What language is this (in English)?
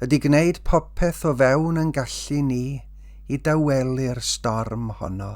Welsh